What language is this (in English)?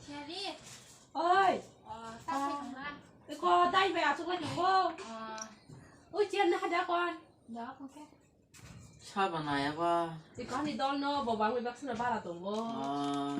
Kok Borok